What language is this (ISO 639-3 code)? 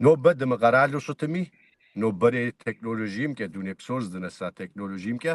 kbd